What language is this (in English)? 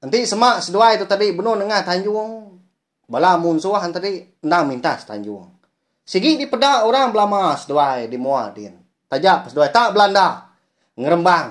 Iban